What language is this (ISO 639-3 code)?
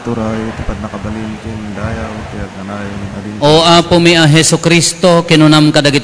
ilo